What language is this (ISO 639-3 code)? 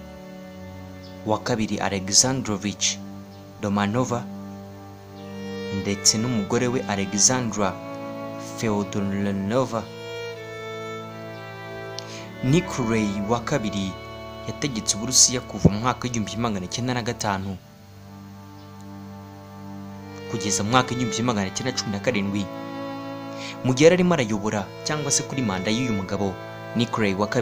kin